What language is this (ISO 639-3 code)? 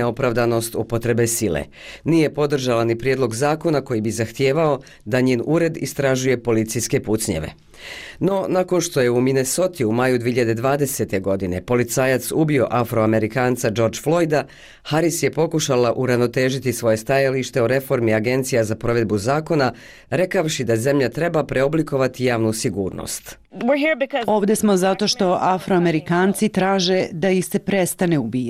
bos